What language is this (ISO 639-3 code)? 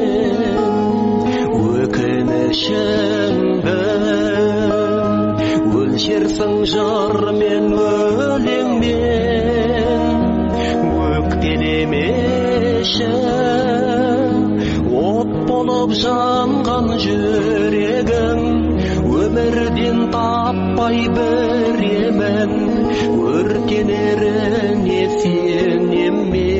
kaz